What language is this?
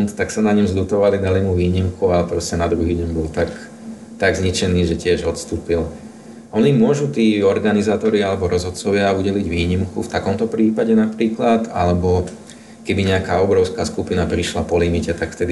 Slovak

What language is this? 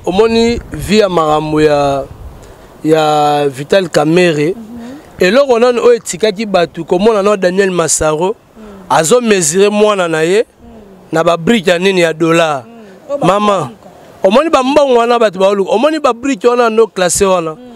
Lingala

